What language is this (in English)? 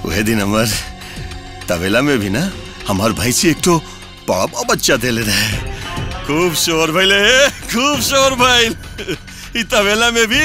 Bhojpuri